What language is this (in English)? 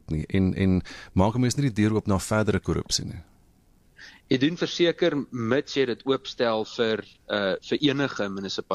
Afrikaans